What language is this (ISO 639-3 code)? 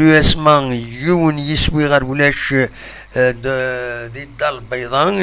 kab